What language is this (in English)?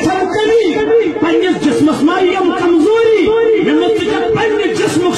Kashmiri